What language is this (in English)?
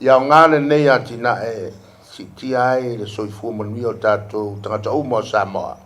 Samoan